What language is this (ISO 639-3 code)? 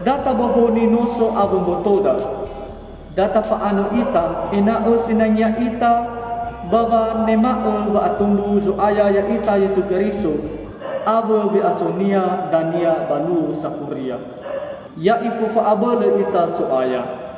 nia